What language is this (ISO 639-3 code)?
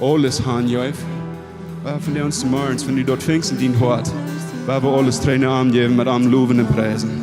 pdt